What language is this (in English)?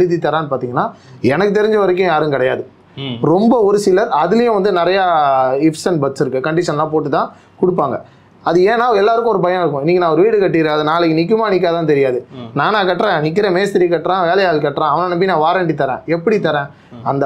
Tamil